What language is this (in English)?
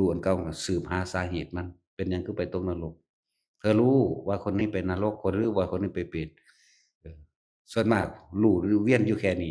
Northeastern Thai